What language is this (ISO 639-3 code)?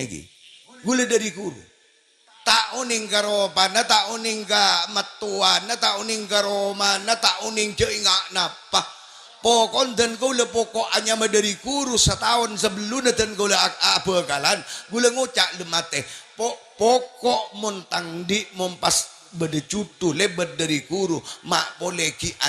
mad